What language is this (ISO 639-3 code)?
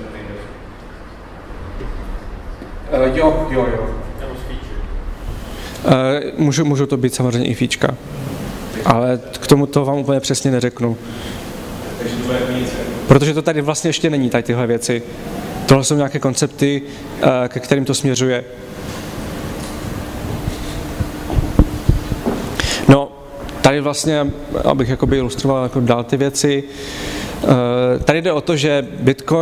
ces